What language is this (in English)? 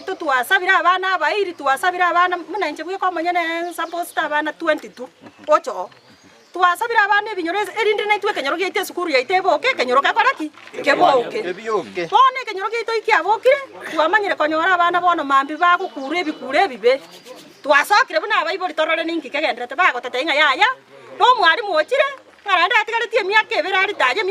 Gusii